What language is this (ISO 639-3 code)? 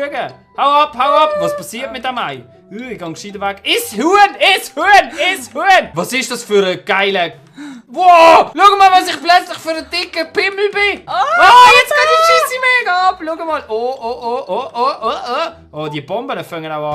gsw